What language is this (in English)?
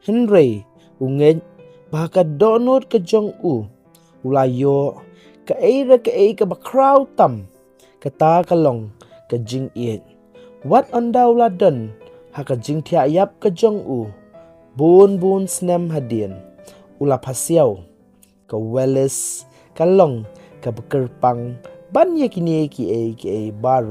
Khasi